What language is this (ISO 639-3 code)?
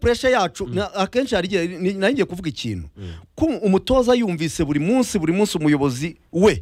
kin